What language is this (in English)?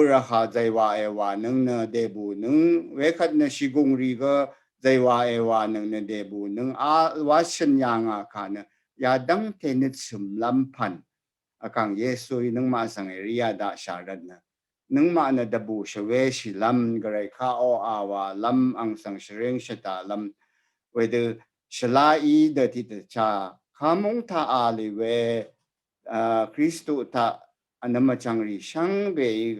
Rawang